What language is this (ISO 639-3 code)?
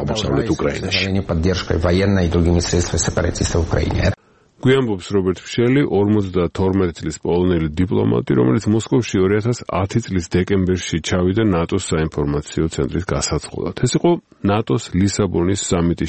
kat